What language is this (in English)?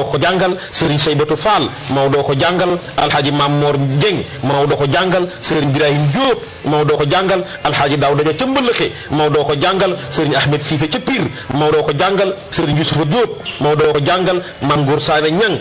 Wolof